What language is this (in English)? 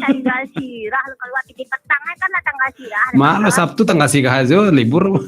Minangkabau